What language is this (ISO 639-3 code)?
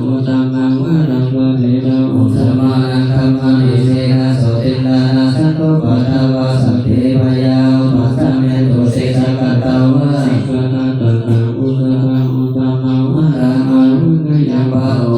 pli